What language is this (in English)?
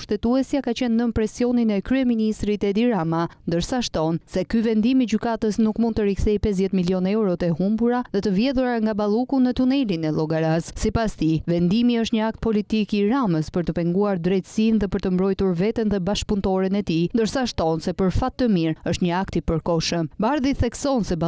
Albanian